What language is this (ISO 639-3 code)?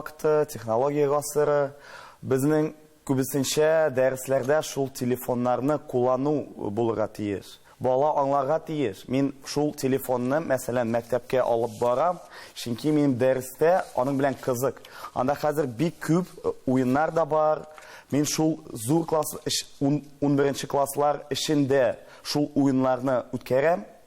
tat